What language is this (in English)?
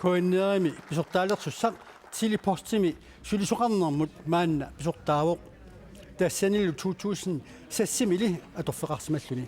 Kalaallisut